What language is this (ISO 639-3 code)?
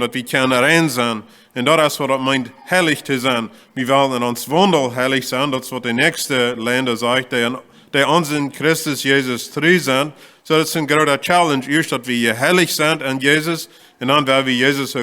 pdt